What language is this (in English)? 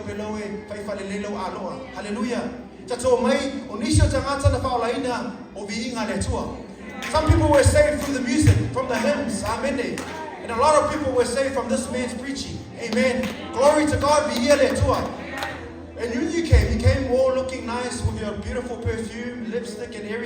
Samoan